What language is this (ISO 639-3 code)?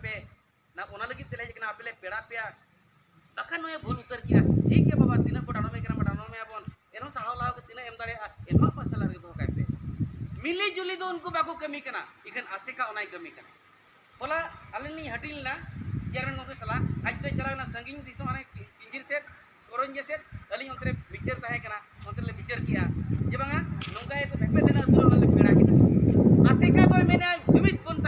sat